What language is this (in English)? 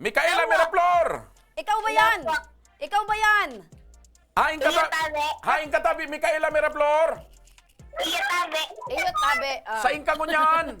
Bikol